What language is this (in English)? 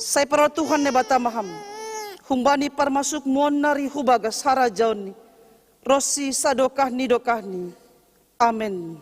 Batak Simalungun